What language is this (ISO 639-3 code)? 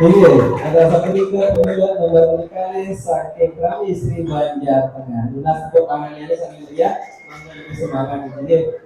ban